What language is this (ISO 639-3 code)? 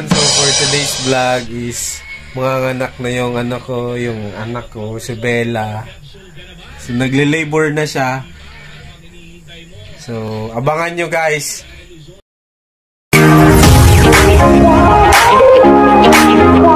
fil